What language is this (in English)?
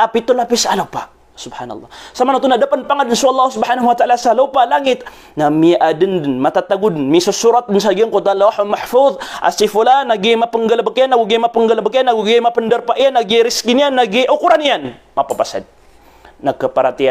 Maranao